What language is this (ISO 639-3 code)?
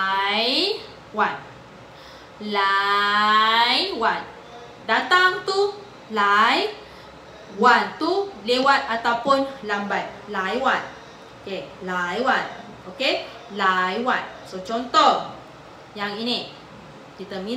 msa